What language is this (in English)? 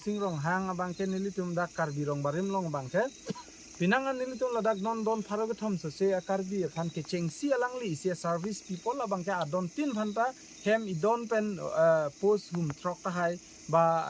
Karbi